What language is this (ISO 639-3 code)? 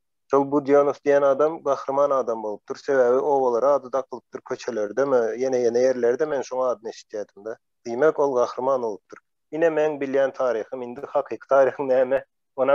tuk